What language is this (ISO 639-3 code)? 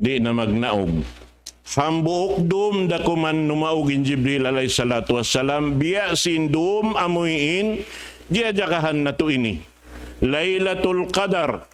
tsg